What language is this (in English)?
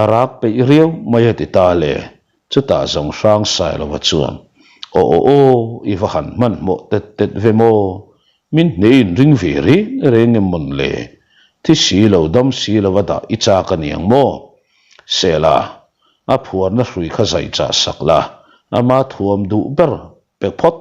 Mizo